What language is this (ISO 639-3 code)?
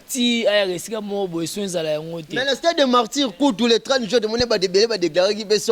lin